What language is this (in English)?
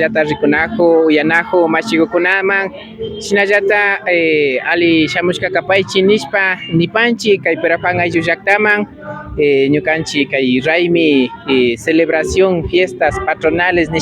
Imbabura Highland Quichua